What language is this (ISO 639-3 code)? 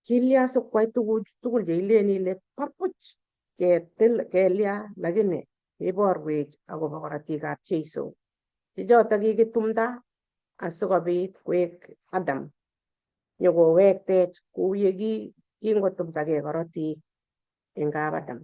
kln